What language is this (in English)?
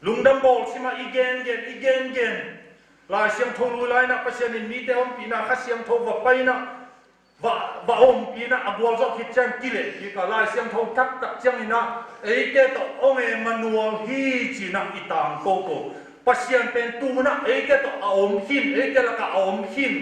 Tedim Chin